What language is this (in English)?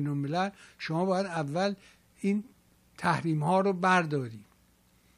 Persian